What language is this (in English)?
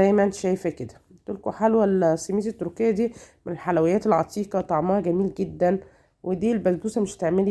Egyptian Arabic